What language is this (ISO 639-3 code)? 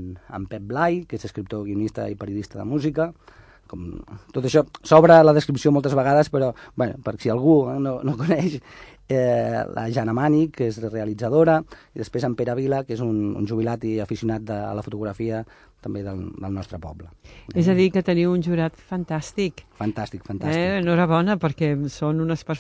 cat